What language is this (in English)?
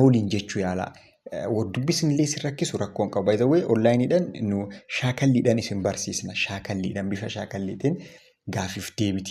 Oromo